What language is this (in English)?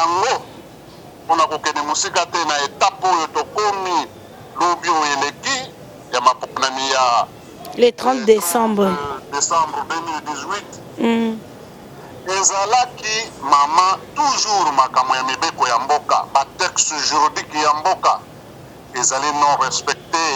Lingala